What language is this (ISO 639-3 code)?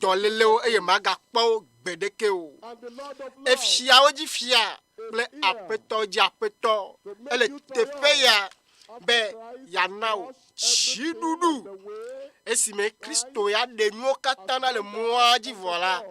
ewe